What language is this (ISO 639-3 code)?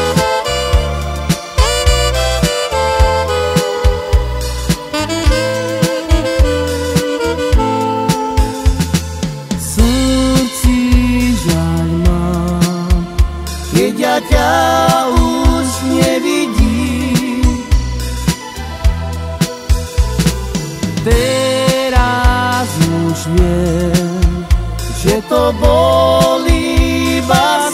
slk